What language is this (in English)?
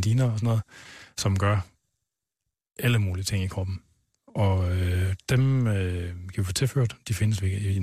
Danish